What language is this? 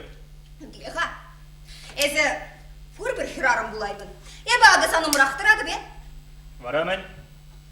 Chuvash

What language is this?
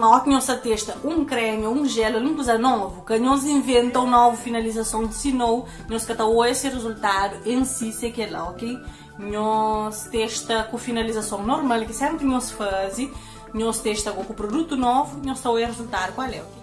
Kabuverdianu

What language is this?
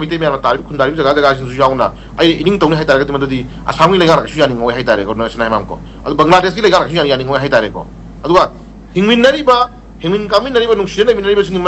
Manipuri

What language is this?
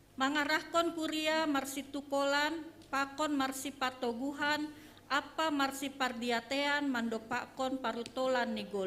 Batak Simalungun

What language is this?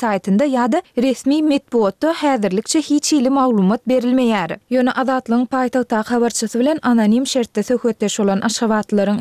Turkmen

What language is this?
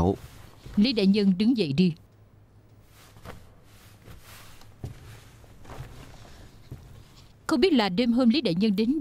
Vietnamese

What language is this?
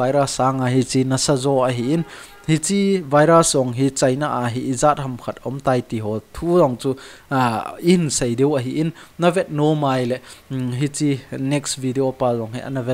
Thado Chin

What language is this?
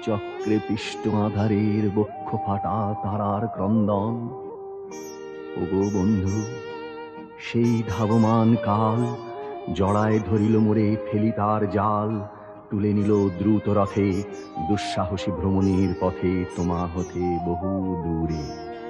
Bangla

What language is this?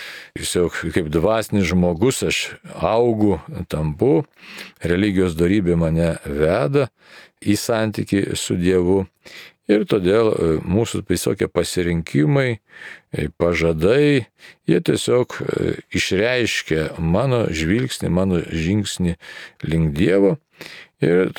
Lithuanian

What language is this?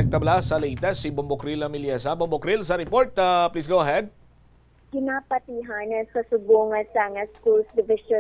Hiligaynon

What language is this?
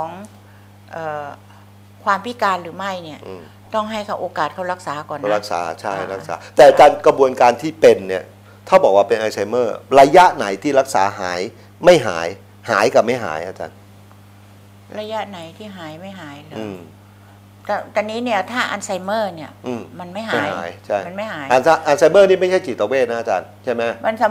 Thai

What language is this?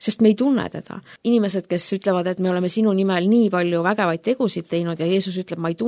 Estonian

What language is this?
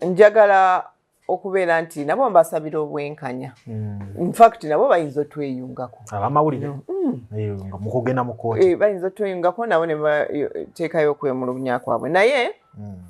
Ganda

